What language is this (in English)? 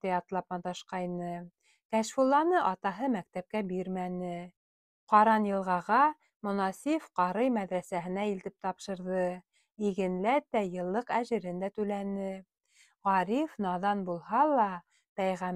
Bashkir